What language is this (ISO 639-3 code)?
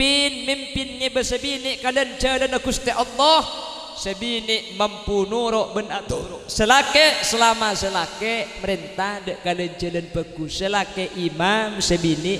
mad